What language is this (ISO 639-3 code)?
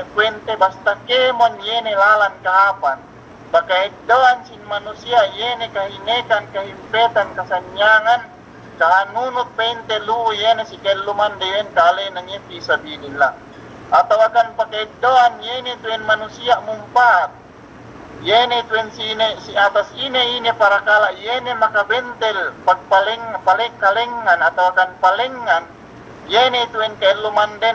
yka